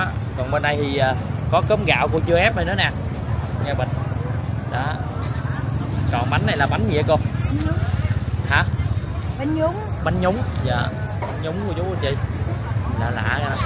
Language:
Vietnamese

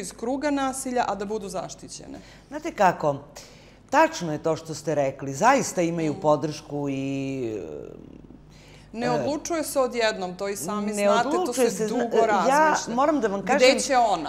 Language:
Serbian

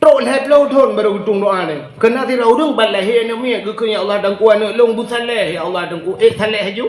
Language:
Achinese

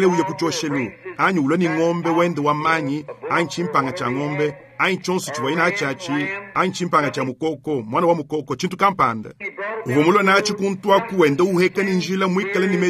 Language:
Luba-Lulua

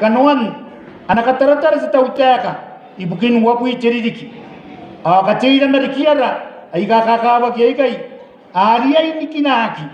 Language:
Gilbertese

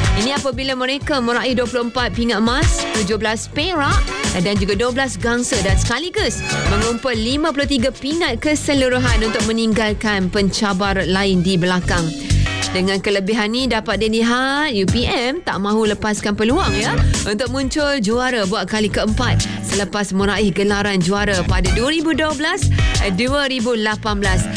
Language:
Malay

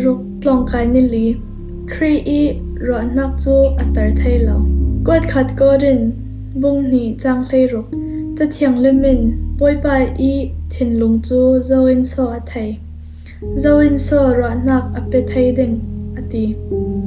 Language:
Falam Chin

